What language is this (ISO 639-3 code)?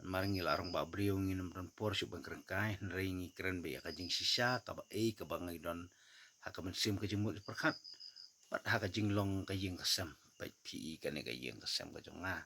kha